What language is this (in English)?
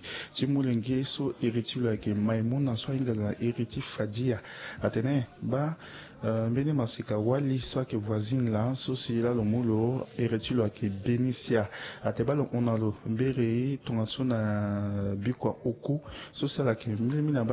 Sango